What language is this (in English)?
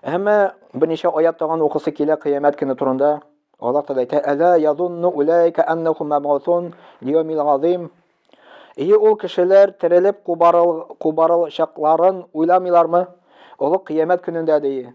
Tatar